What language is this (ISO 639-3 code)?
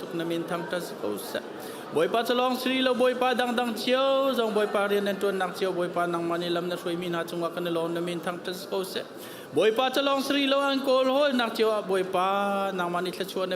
cnh